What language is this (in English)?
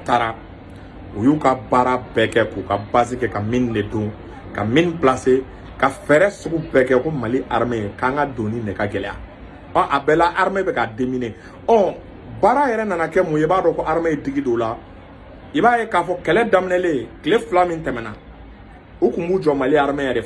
Bambara